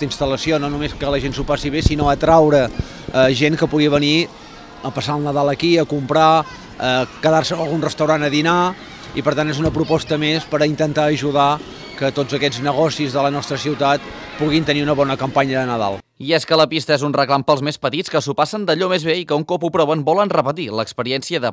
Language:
Catalan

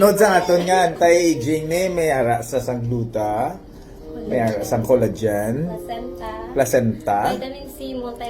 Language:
Hiligaynon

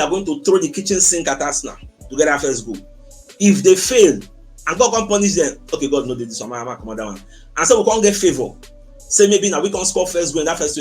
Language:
Nigerian Pidgin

